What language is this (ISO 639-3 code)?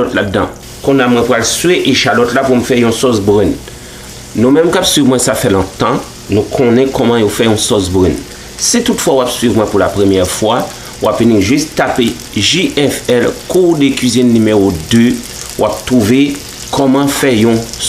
hat